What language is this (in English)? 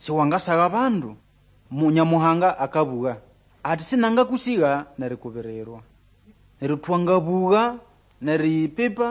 Nande